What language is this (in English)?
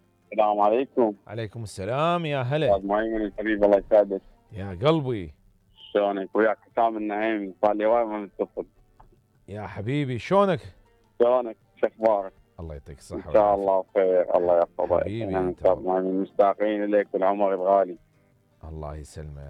Mesopotamian Arabic